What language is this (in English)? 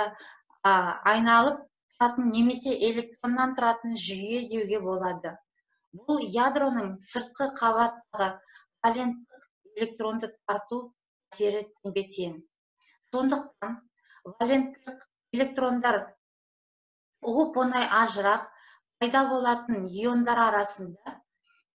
Kazakh